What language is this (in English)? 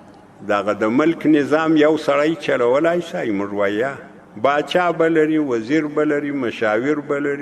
Pashto